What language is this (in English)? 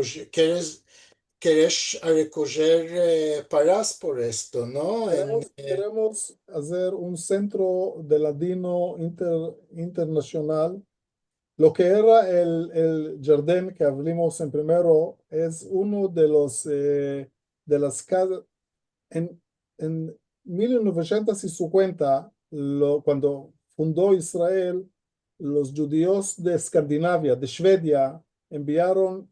Ladino